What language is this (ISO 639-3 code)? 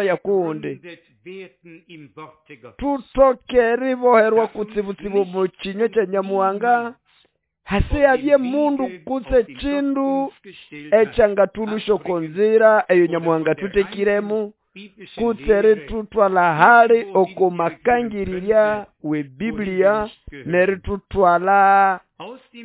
nnb